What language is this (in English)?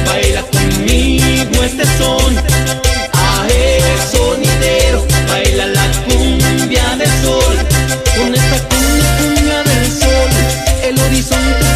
Spanish